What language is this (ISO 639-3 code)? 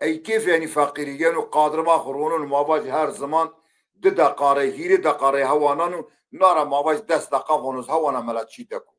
zza